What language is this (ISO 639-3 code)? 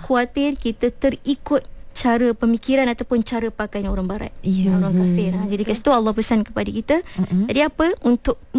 msa